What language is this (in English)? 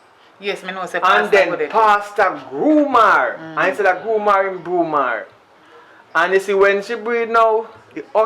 Jamaican Creole English